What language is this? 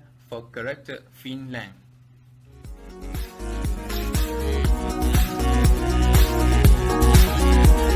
English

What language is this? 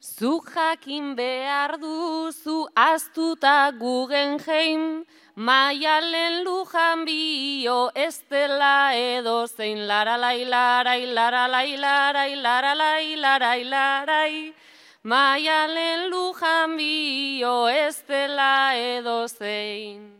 Basque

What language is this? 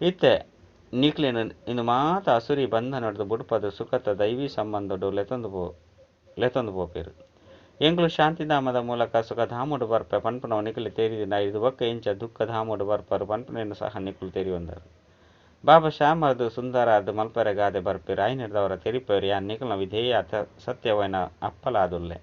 Tulu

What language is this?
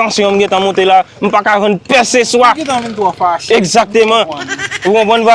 Haitian Creole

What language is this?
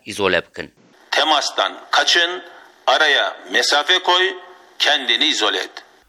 Kurdish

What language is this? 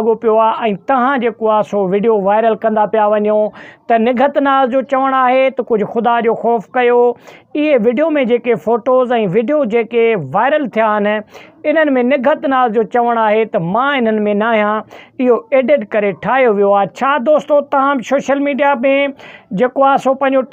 Sindhi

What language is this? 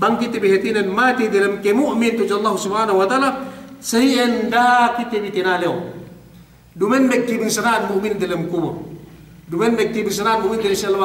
Yakan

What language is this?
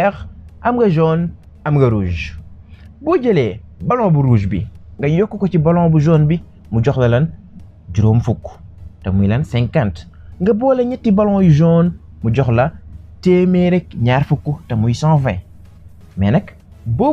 Wolof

